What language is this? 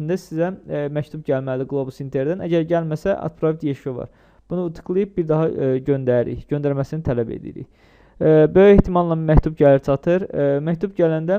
Azerbaijani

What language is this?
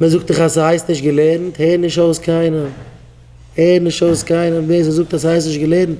Yiddish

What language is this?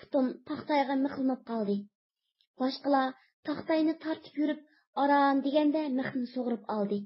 Uyghur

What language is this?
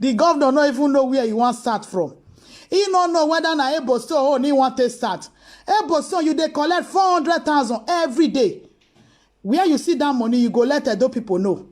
Nigerian Pidgin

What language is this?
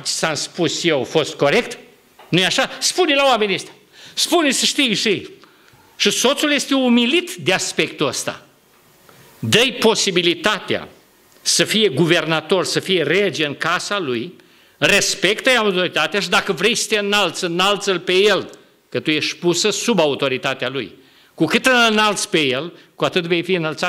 Romanian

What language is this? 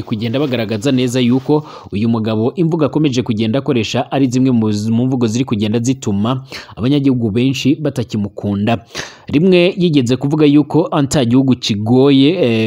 Rundi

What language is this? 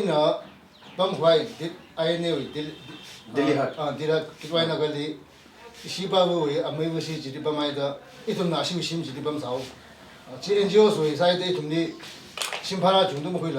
Tangkhul Naga (India)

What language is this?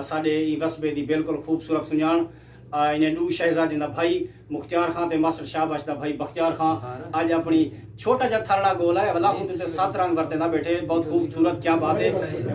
Saraiki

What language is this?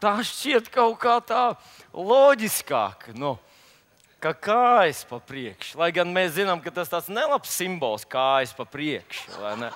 Latvian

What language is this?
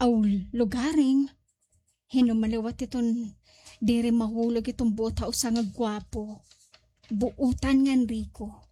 Waray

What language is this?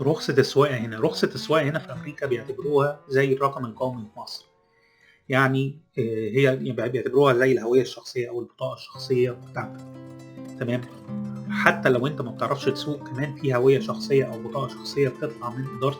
Egyptian Arabic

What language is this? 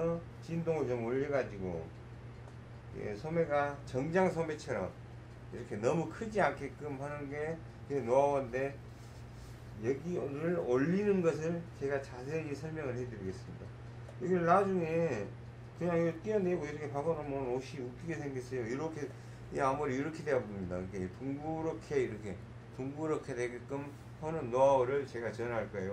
Korean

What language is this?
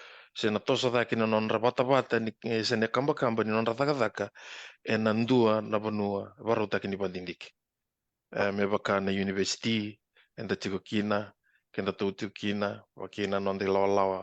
Fijian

